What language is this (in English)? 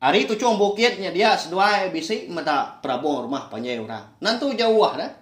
Iban